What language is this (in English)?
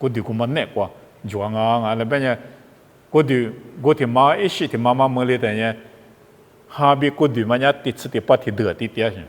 Lisu